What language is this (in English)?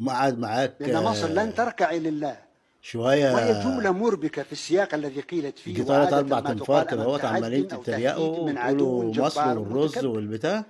Egyptian Arabic